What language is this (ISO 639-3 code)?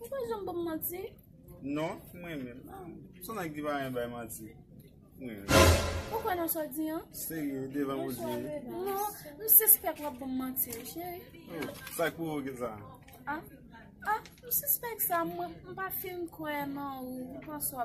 hat